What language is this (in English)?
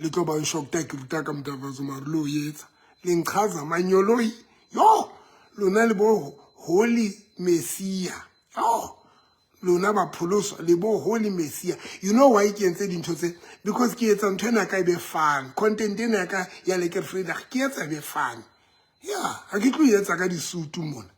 Southern Sotho